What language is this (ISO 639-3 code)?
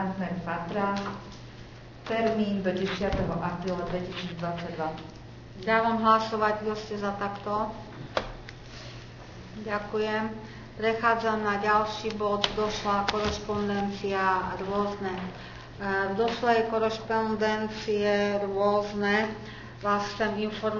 slk